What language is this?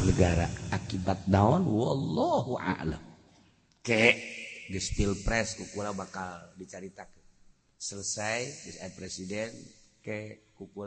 Sundanese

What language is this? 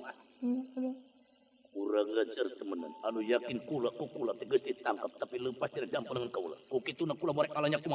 Sundanese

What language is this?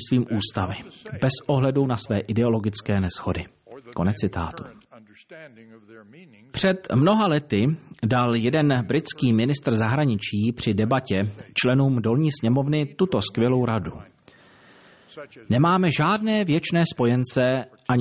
Czech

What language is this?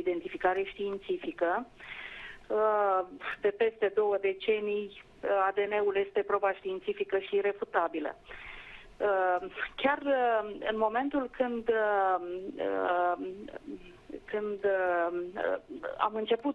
Romanian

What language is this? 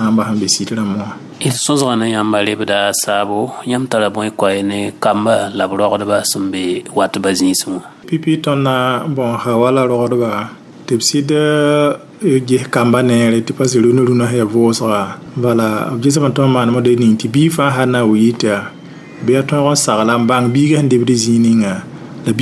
Mossi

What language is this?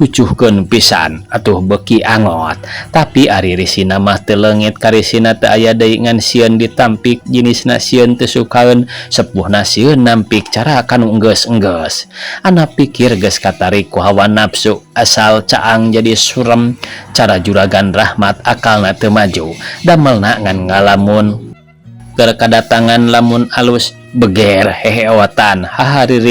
Sundanese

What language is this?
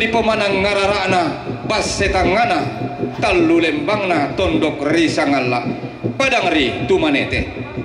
Toraja-Sa'dan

